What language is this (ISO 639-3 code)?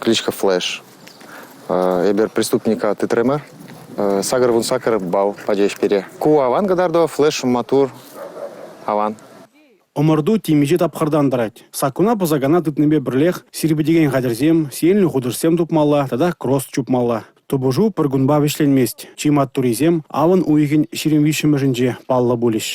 chv